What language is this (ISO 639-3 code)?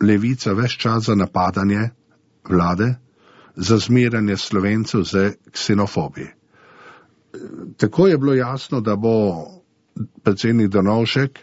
slv